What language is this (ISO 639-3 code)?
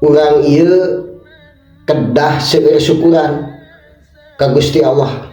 sun